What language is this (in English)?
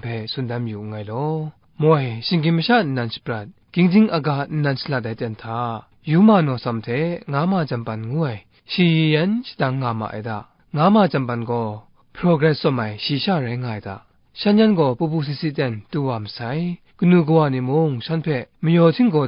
Kachin